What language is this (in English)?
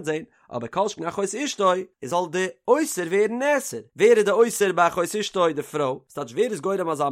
Yiddish